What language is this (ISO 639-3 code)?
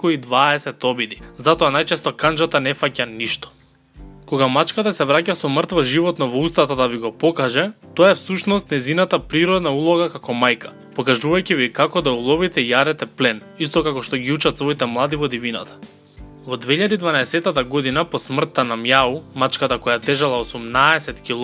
mkd